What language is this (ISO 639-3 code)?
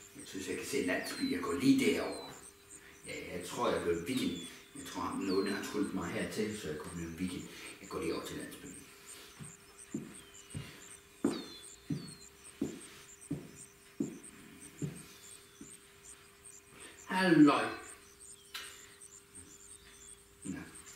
dan